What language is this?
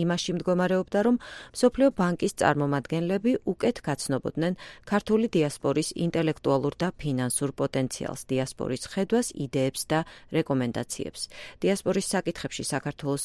Georgian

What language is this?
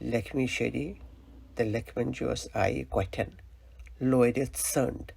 Kashmiri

